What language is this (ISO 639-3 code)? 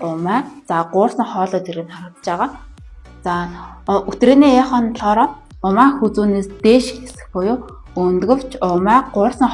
mon